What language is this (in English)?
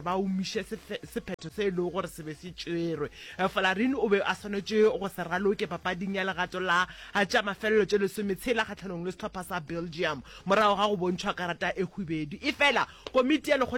Northern Sotho